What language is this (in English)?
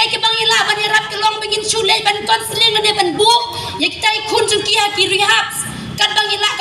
Khasi